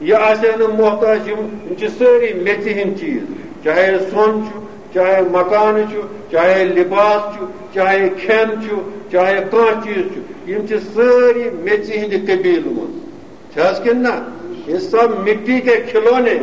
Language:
Kashmiri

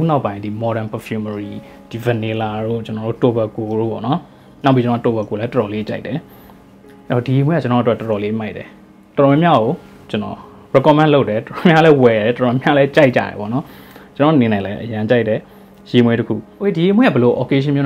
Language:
Burmese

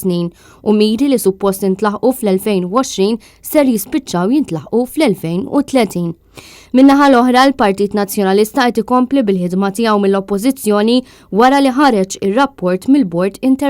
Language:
Maltese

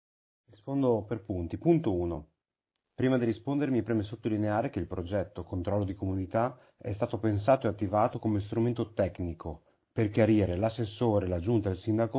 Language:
Italian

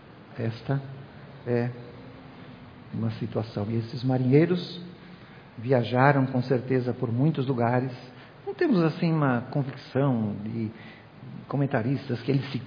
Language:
Portuguese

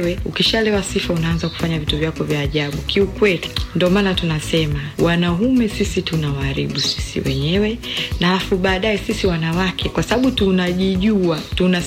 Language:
Swahili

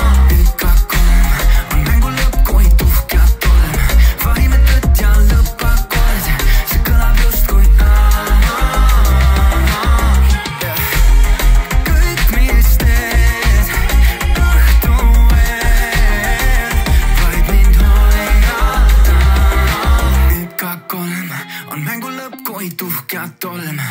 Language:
Estonian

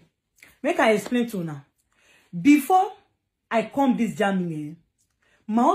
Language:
Nigerian Pidgin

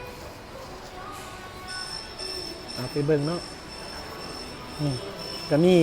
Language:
Lao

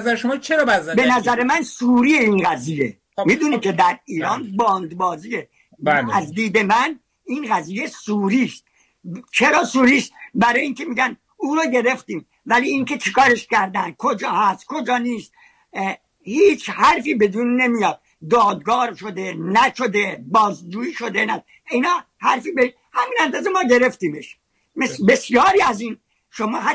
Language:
Persian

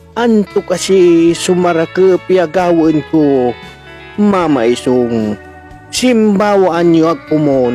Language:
Pangasinan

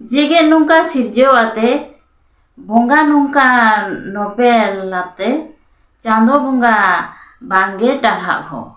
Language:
Santali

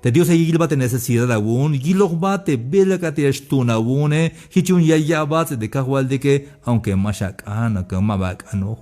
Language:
Tzeltal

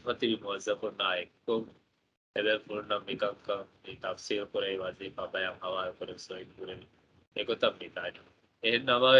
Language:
Divehi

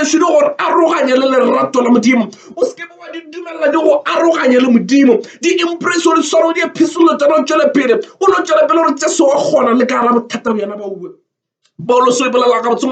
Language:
Northern Sotho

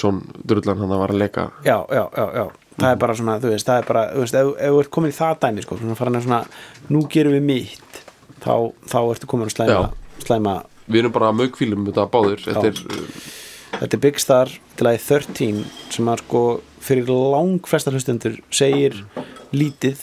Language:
Icelandic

